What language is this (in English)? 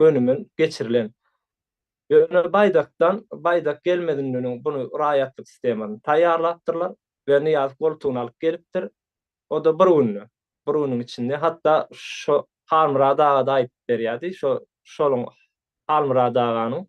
Turkmen